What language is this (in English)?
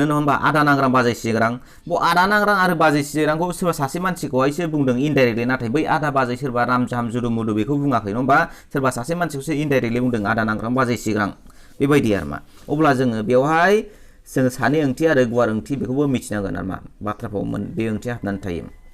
Bodo